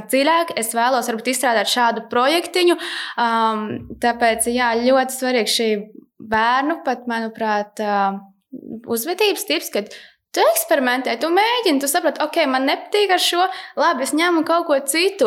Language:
Latvian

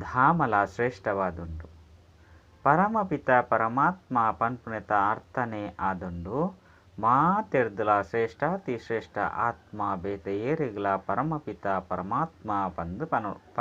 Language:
Tulu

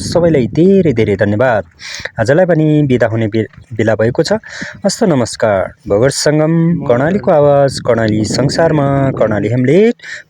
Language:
Nepali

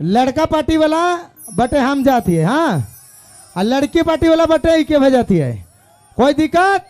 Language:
Sadri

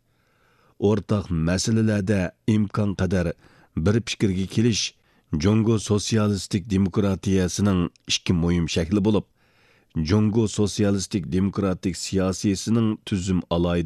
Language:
Uyghur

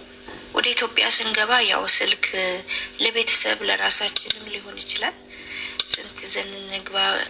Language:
Amharic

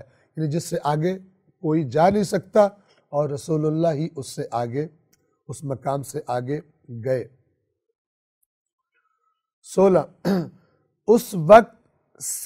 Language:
Urdu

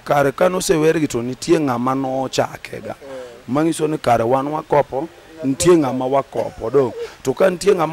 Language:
Luo (Kenya and Tanzania)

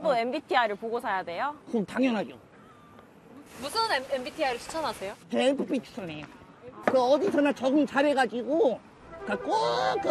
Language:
Korean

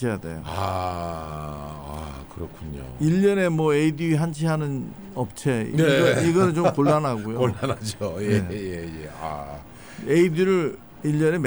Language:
Korean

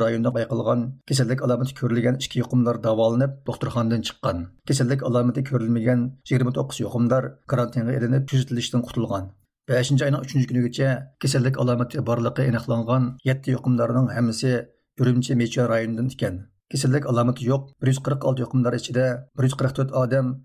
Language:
Uyghur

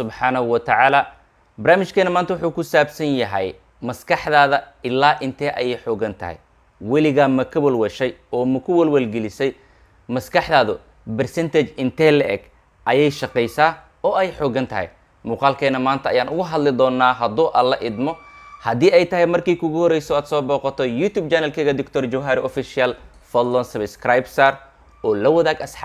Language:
Somali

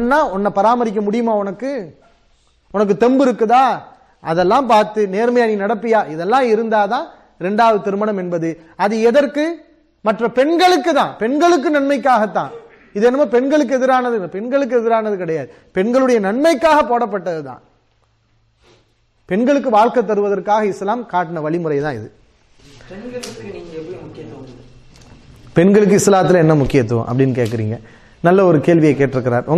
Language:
Tamil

